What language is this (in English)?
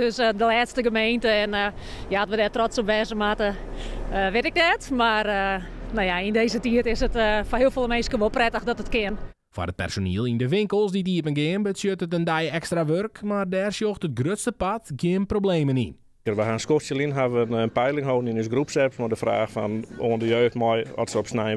Western Frisian